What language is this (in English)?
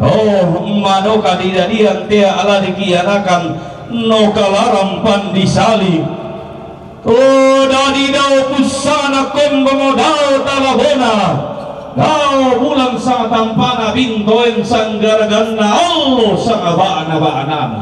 Toraja-Sa'dan